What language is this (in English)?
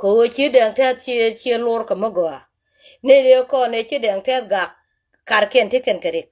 Nuer